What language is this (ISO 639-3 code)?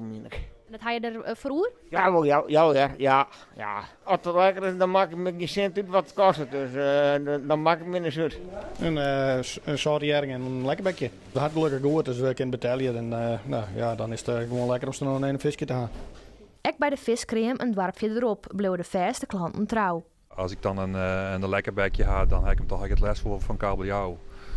fry